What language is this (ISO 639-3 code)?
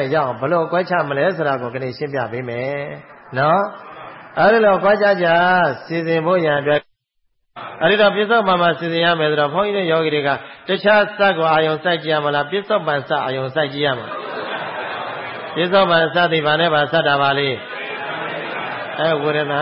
mya